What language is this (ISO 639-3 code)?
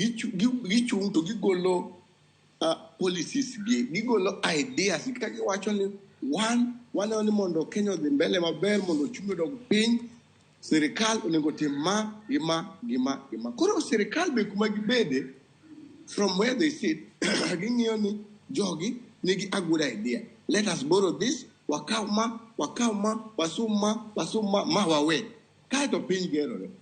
luo